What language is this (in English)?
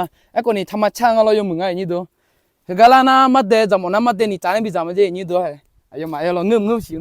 Akha